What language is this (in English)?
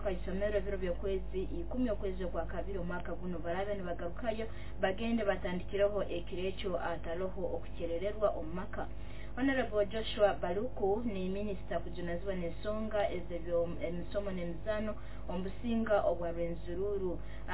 Nyoro